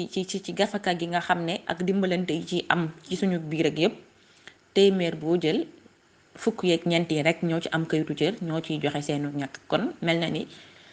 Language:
Wolof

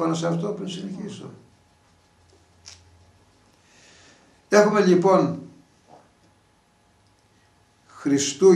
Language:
Greek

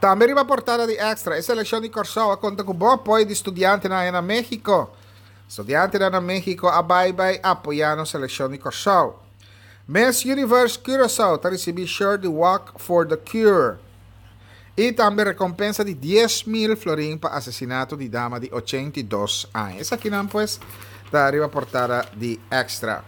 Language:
Papiamento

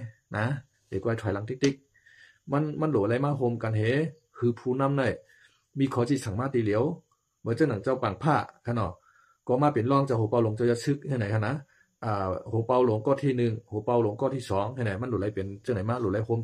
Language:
Shan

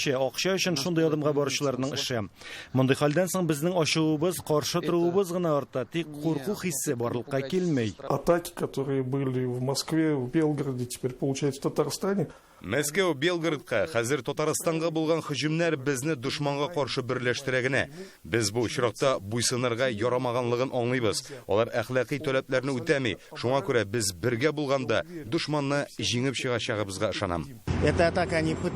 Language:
Tatar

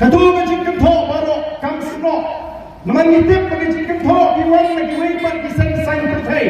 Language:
Khasi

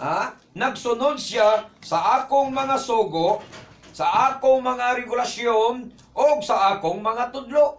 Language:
Cebuano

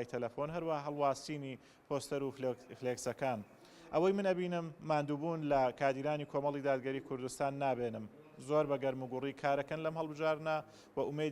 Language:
Central Kurdish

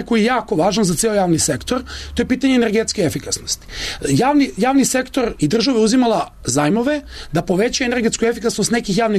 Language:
Serbian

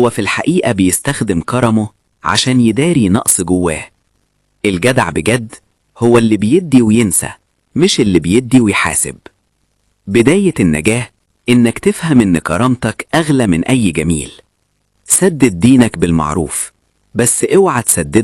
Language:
Egyptian Arabic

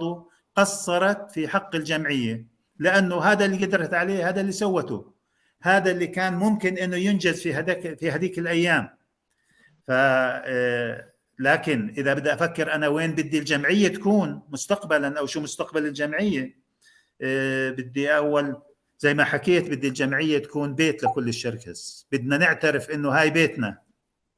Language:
North Levantine Arabic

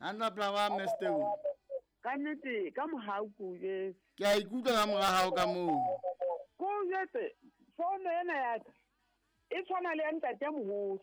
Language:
Southern Sotho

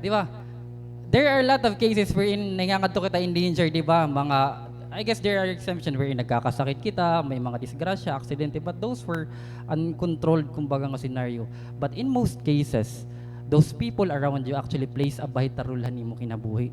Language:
Waray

